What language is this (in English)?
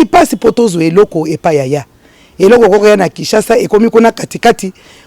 Lingala